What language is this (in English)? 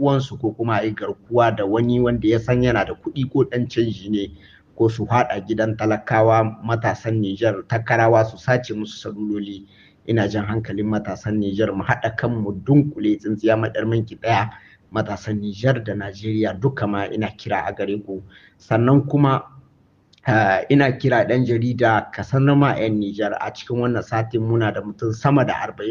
Hausa